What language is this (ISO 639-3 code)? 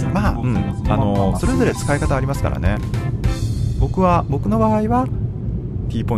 jpn